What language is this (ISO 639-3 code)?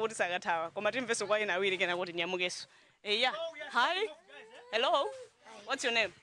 nya